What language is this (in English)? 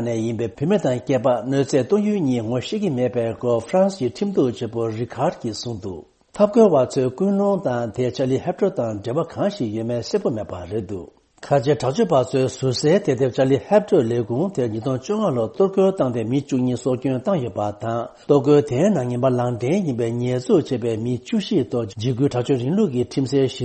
Tibetan